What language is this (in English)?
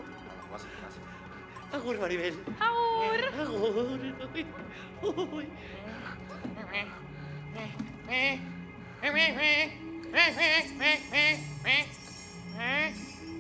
Basque